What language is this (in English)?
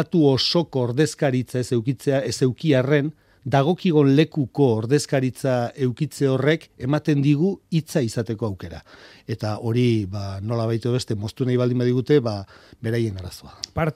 Basque